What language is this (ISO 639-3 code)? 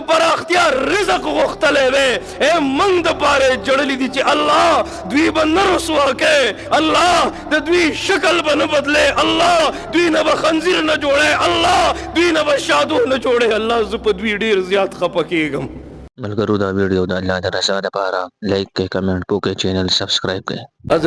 pus